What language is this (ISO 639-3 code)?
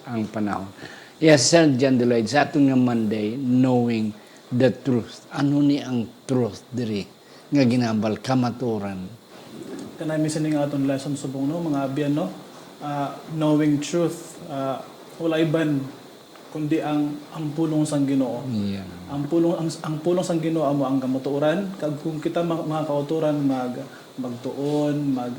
hil